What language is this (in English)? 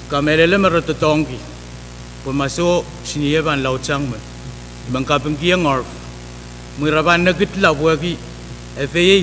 Pohnpeian